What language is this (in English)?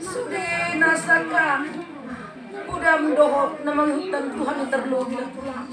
Batak Toba